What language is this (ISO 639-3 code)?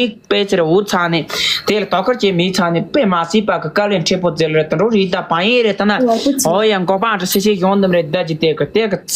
bod